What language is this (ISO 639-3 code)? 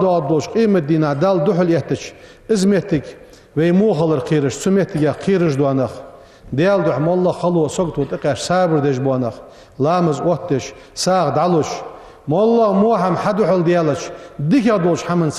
inh